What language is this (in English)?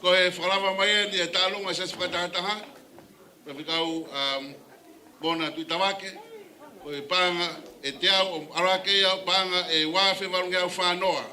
Tongan